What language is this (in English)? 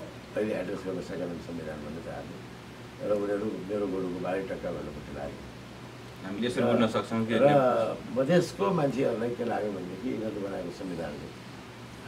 Nepali